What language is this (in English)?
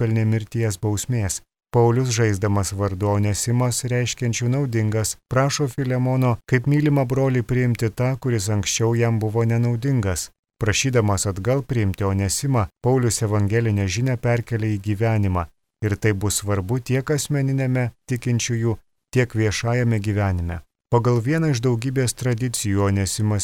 Lithuanian